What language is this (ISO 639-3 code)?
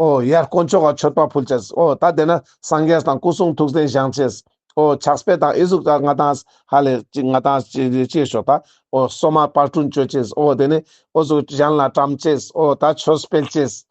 lbj